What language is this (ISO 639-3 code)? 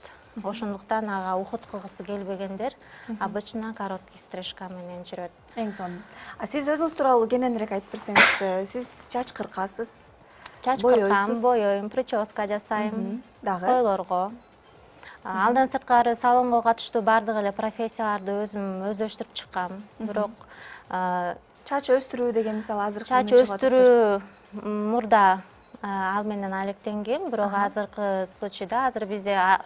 kir